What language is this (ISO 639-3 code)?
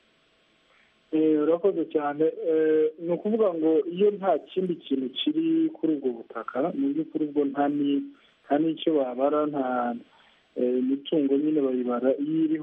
kin